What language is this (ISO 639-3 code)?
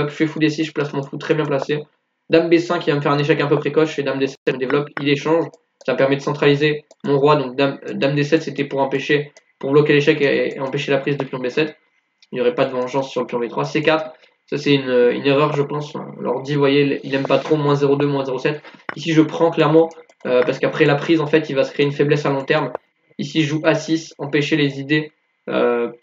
fra